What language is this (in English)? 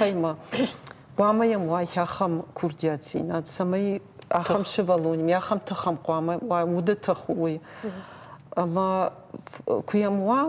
Ossetic